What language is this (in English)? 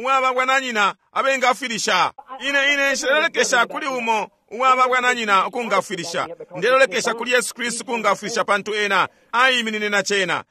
Bemba